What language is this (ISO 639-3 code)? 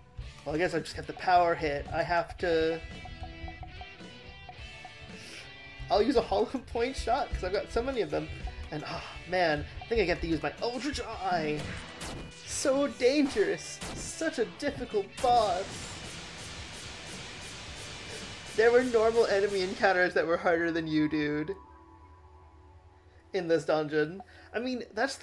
eng